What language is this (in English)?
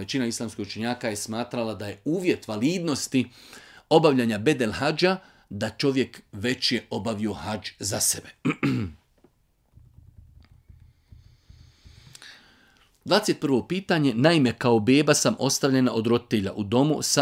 Bosnian